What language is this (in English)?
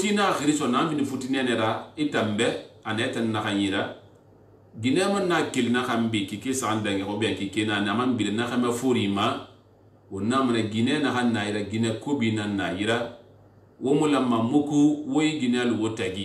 Susu